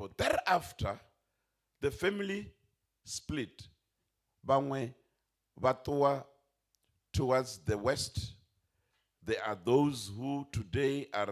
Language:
Venda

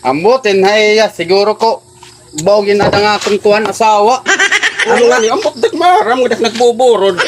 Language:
Waray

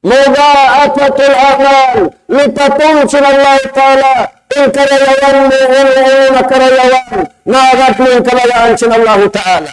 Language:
Tausug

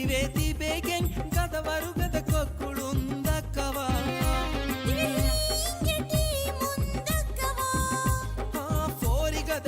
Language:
Divehi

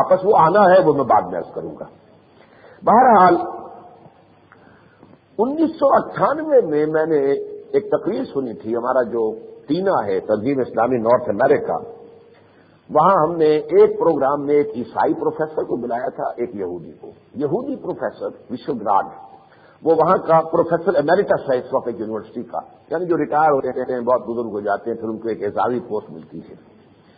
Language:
Urdu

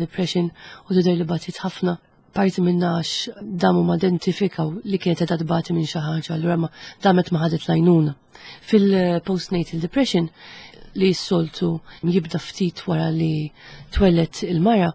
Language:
Maltese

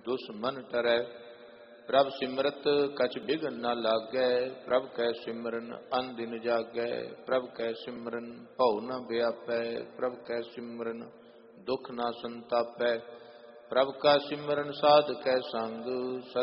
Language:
Punjabi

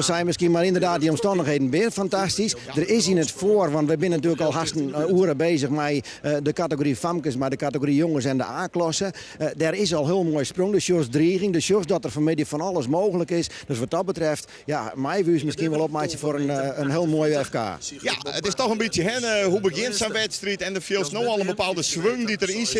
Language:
Western Frisian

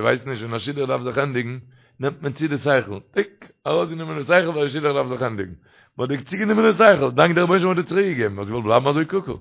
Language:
Yiddish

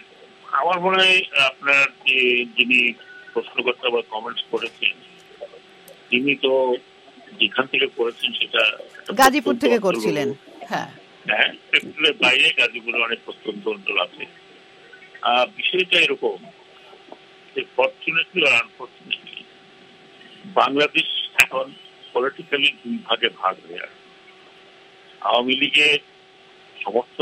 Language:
Bangla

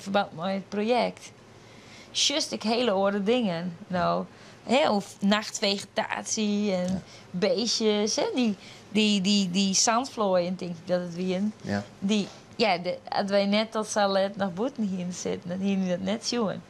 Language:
Western Frisian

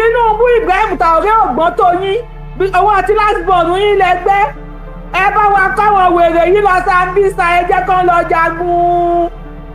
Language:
Yoruba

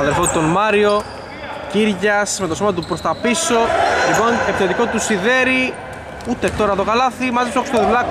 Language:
Greek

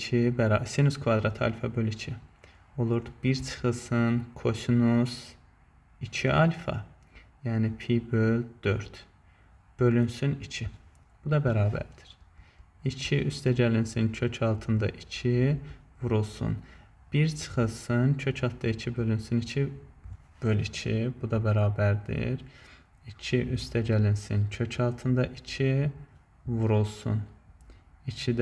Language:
Azerbaijani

